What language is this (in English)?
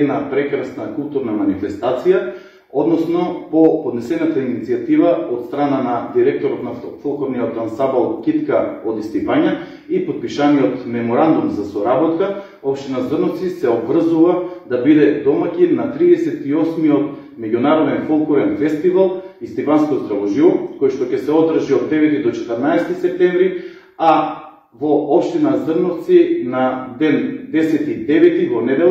Macedonian